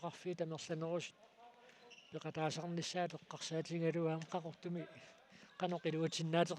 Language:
Kalaallisut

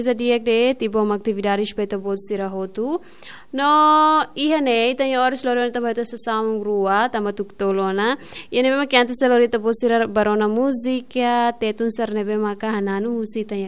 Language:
Tetum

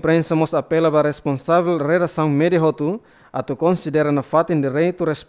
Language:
Tetum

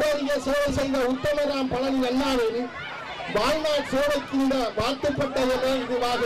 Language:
Tamil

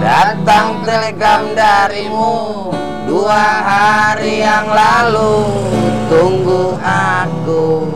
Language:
Betawi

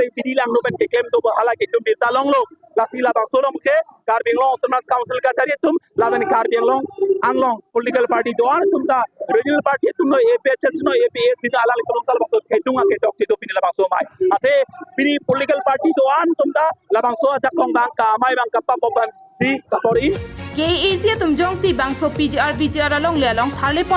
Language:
Karbi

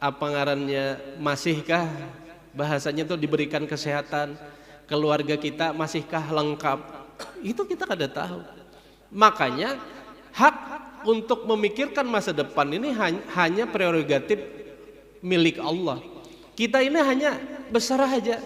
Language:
Banjar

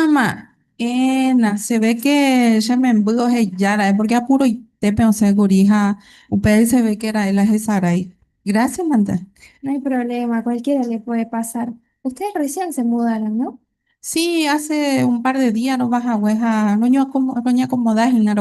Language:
Guarani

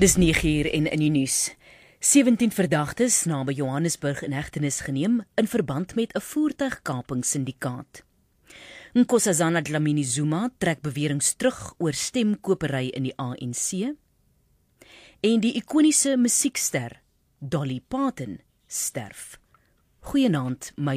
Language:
Afrikaans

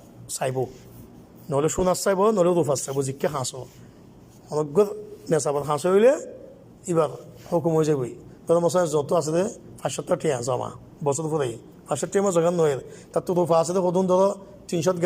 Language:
Rohingya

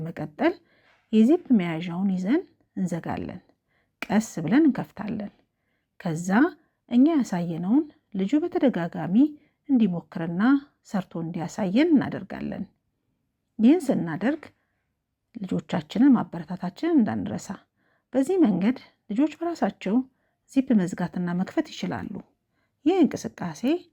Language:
Amharic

